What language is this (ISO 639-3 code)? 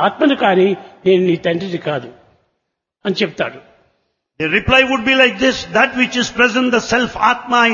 tel